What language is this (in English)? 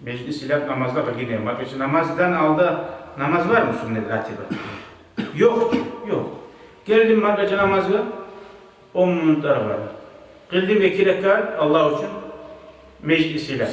Kumyk